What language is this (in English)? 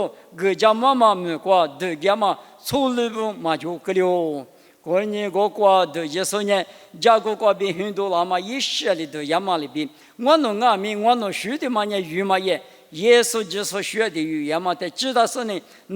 Lisu